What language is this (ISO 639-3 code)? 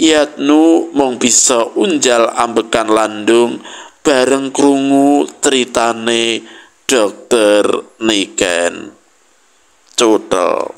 jav